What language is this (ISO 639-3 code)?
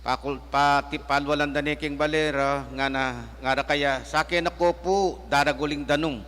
pam